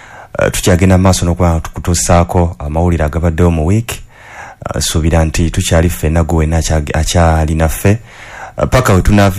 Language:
Ganda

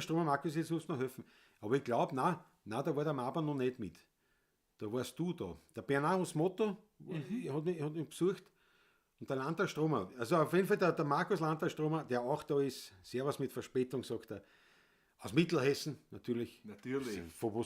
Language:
Bavarian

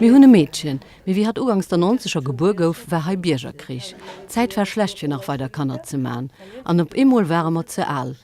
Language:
Luxembourgish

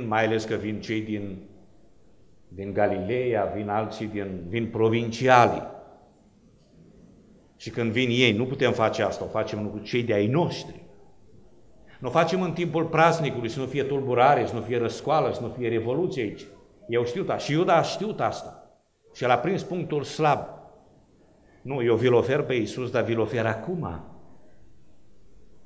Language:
Romanian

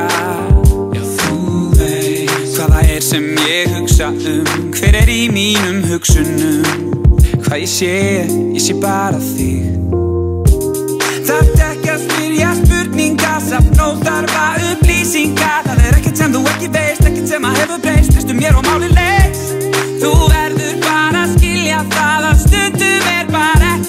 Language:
Icelandic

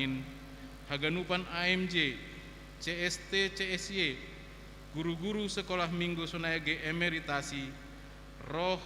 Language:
Batak Simalungun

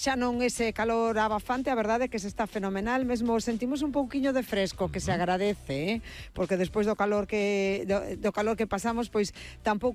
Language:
Galician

